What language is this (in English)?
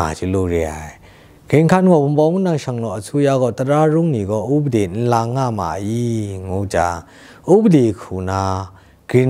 Kachin